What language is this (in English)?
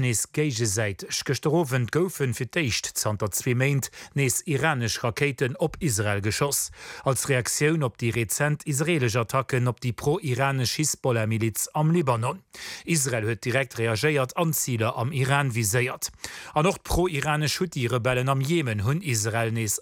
Luxembourgish